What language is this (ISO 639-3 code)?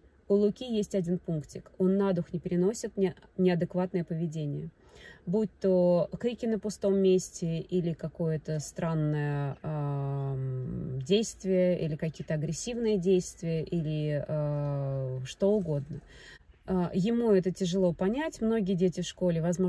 rus